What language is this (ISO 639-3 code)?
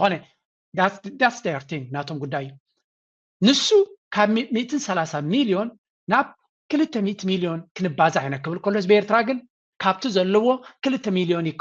tir